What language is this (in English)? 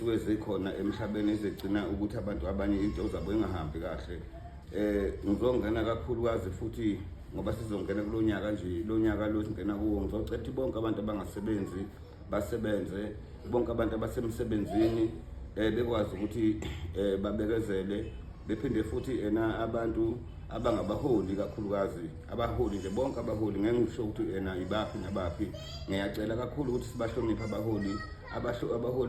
Zulu